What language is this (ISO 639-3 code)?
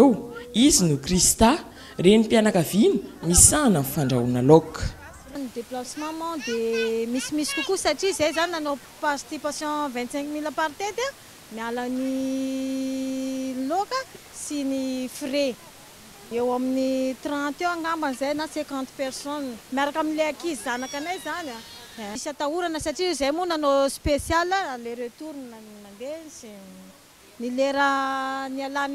mlg